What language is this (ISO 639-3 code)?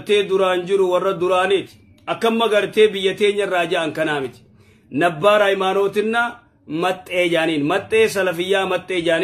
orm